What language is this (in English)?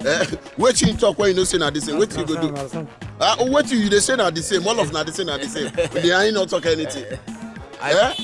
Nigerian Pidgin